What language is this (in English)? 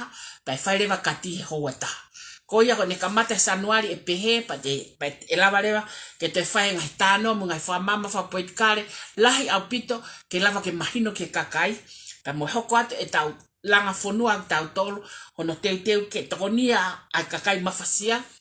Tongan